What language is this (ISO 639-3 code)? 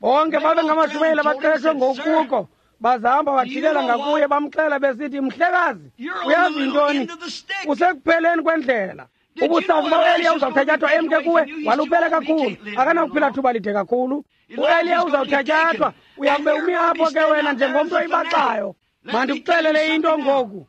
xho